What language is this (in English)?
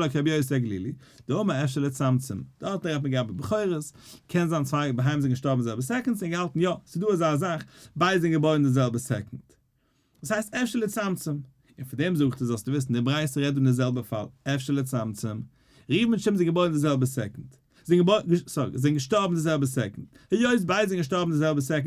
Yiddish